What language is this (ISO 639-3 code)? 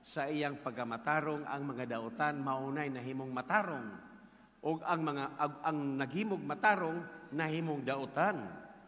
ceb